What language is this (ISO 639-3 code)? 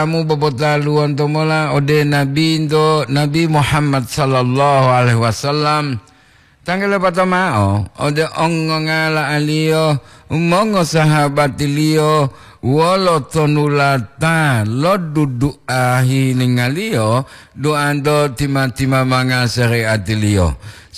gor